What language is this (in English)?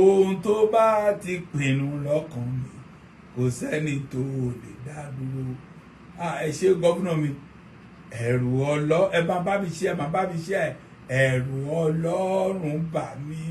Yoruba